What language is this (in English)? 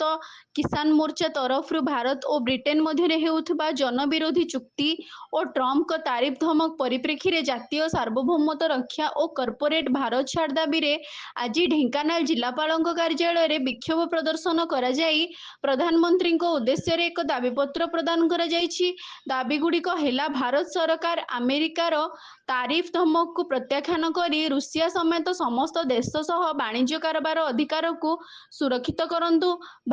Odia